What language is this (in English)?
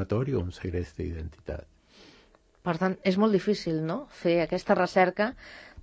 Catalan